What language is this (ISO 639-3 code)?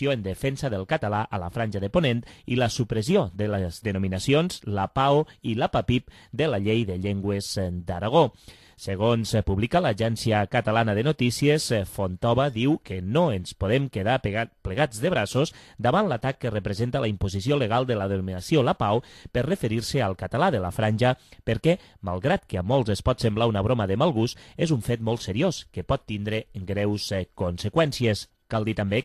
cat